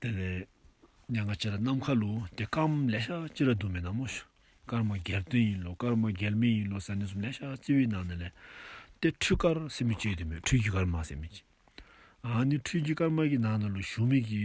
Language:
Dzongkha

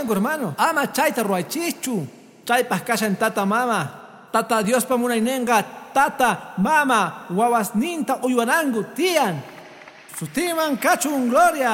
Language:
Quechua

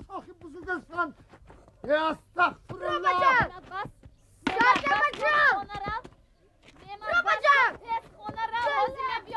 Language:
Tajik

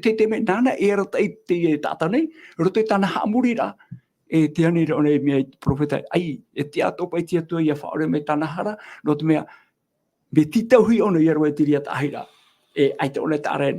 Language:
Tahitian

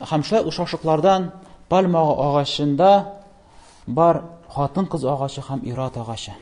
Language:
Tatar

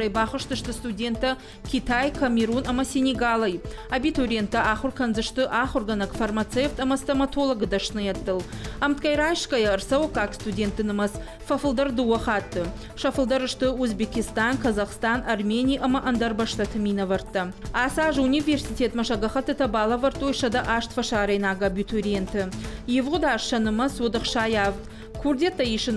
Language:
Ossetic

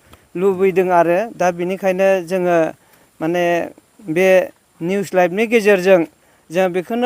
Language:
Bodo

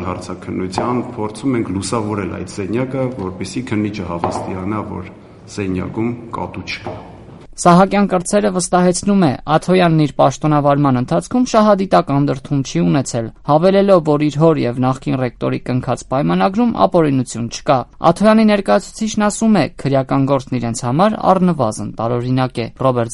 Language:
Armenian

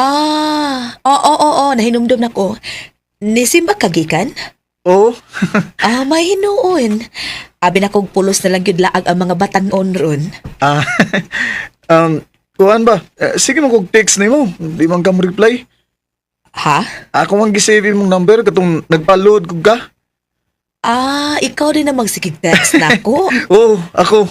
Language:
Cebuano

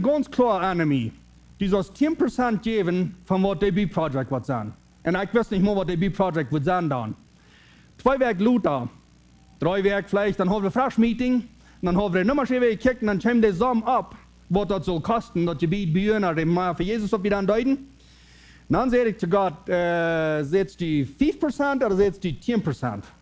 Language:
Plautdietsch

